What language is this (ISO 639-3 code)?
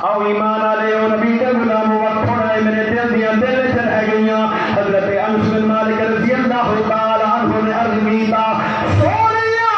skr